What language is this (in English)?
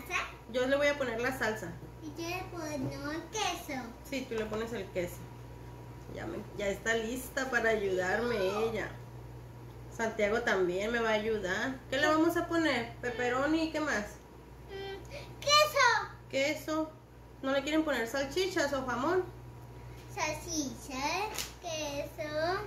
Spanish